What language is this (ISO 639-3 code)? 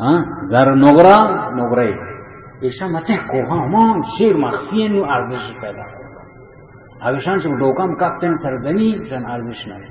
bal